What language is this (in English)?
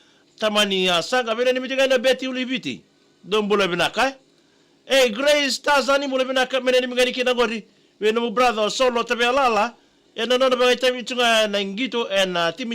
Fijian